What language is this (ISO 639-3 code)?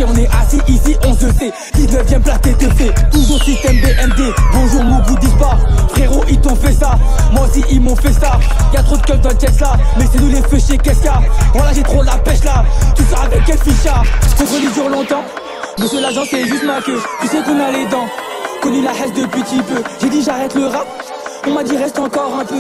fra